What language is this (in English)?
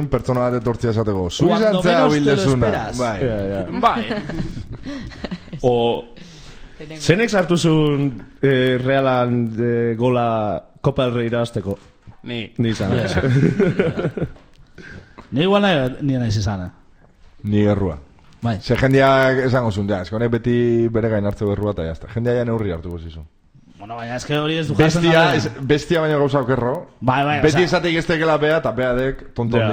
Basque